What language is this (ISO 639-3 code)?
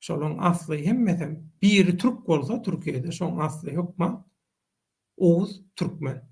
tuk